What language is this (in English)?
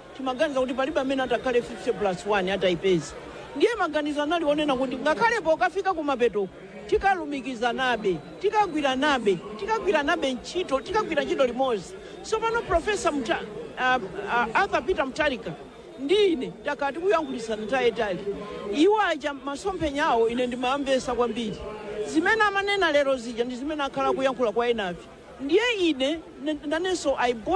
Nyanja